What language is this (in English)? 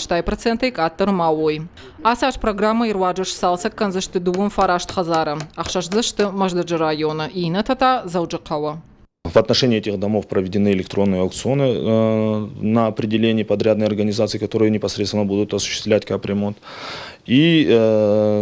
Ossetic